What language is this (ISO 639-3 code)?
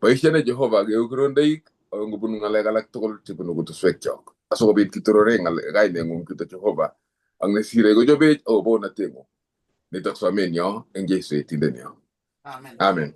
kln